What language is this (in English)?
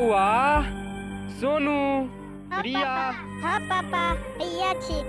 Maithili